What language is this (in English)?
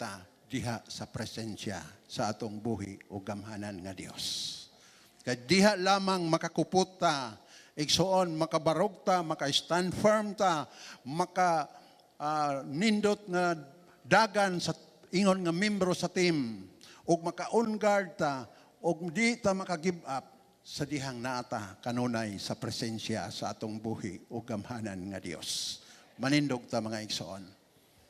Cebuano